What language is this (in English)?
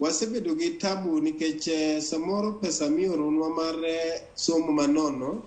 Luo (Kenya and Tanzania)